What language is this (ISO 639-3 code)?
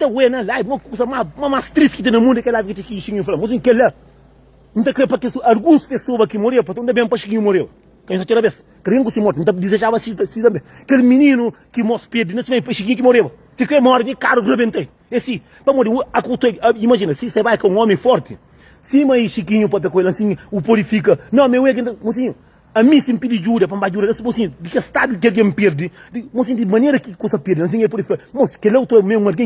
kea